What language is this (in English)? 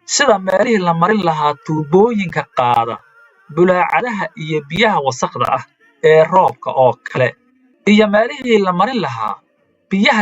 Somali